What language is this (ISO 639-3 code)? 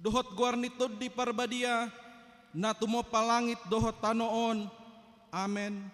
bbc